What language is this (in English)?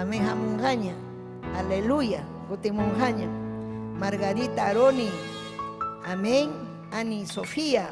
Ayacucho Quechua